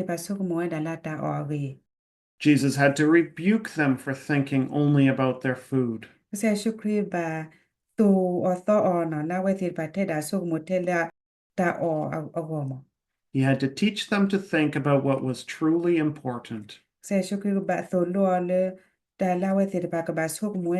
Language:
S'gaw Karen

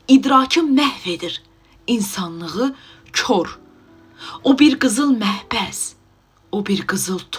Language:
Azerbaijani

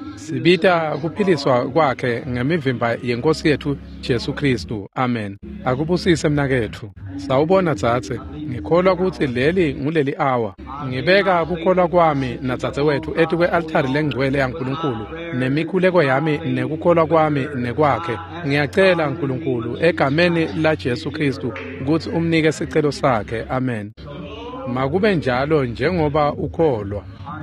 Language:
Swati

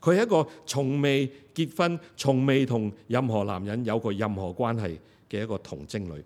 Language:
Cantonese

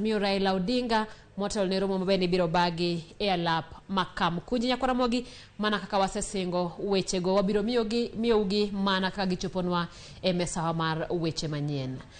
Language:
Luo (Kenya and Tanzania)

